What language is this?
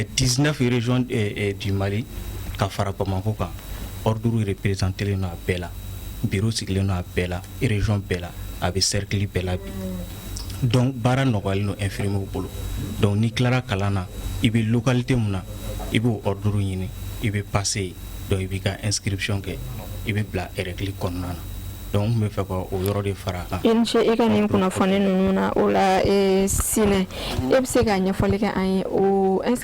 Bambara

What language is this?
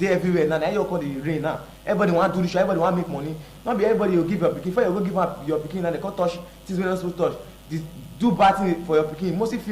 Nigerian Pidgin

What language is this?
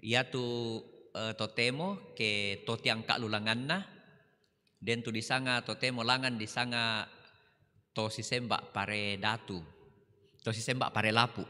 Toraja-Sa'dan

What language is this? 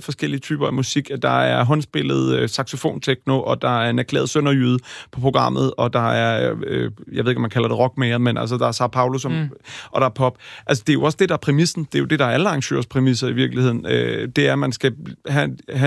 Danish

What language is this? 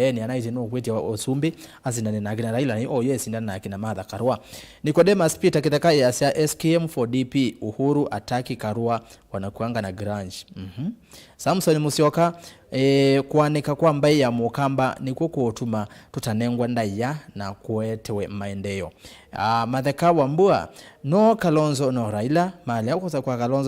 Kamba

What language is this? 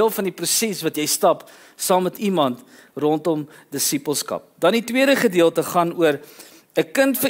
Afrikaans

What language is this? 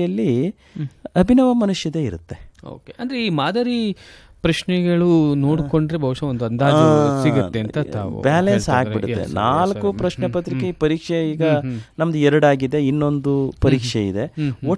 Kannada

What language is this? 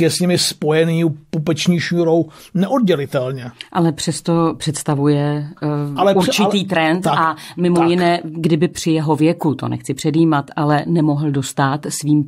Czech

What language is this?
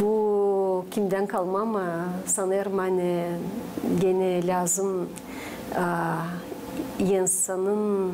Gagauz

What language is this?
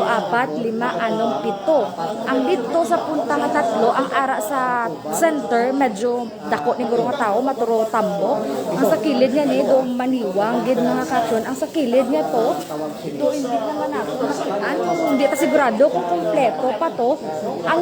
Hiligaynon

